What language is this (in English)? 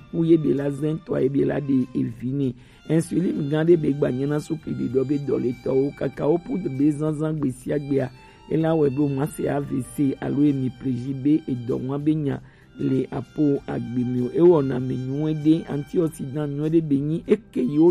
Gen